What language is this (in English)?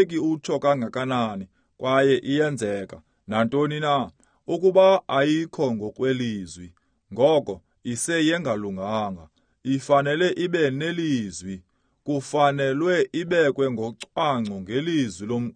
Xhosa